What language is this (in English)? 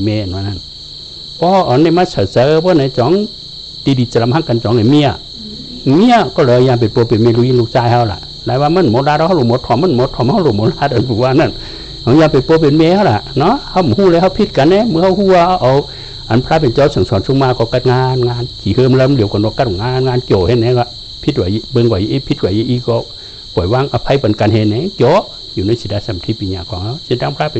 Shan